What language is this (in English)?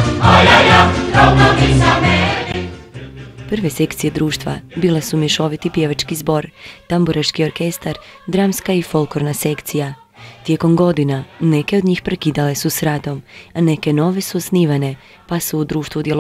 Croatian